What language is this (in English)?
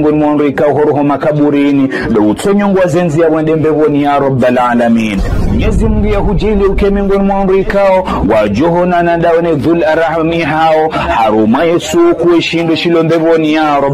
Ngazidja Comorian